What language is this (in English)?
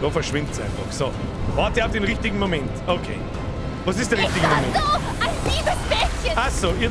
Bavarian